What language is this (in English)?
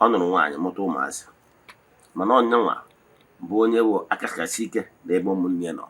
Igbo